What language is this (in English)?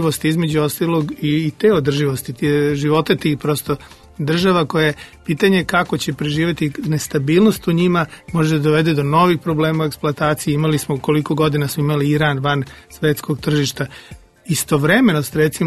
Serbian